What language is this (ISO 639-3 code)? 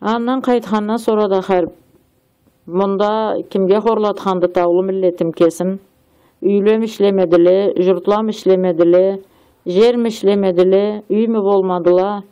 krc